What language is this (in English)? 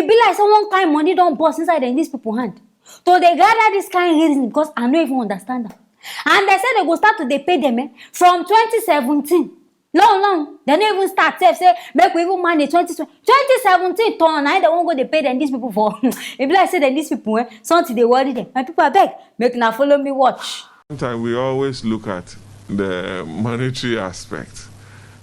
Nigerian Pidgin